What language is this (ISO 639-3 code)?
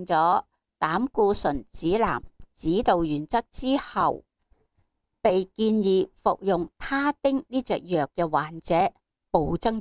yue